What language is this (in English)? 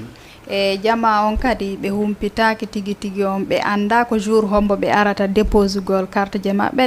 Fula